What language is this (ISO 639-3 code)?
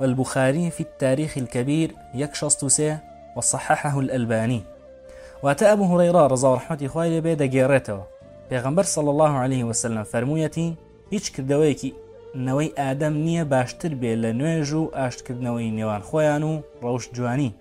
ckb